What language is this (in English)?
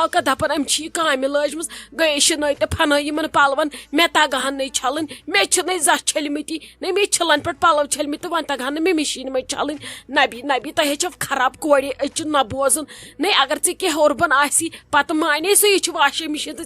Kashmiri